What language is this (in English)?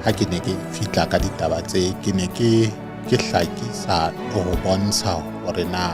Southern Sotho